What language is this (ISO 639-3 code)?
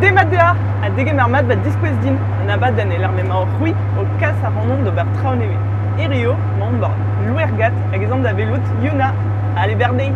bre